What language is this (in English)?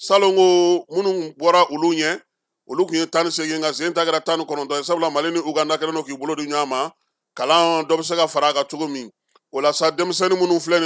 Bambara